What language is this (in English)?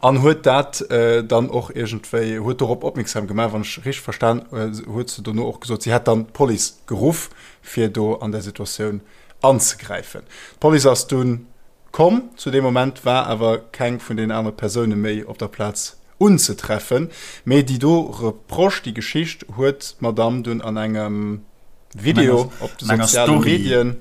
Luxembourgish